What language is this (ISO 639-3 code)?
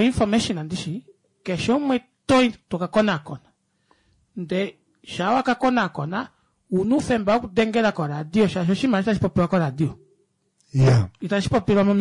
kua